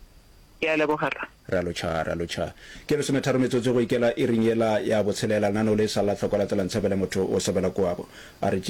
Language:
Northern Sotho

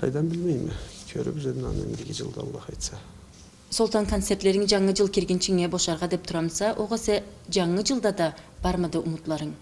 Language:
Karachay-Balkar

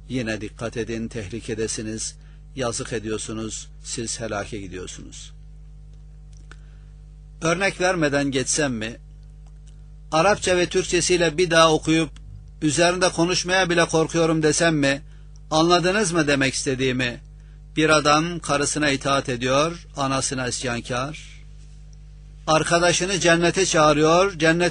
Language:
Turkish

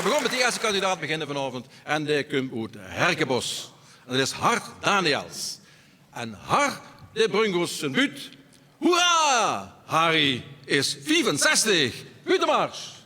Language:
Limburgish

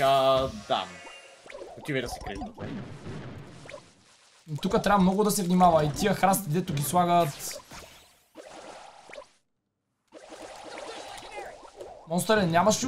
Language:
Bulgarian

